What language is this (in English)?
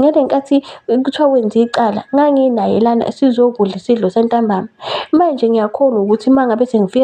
Zulu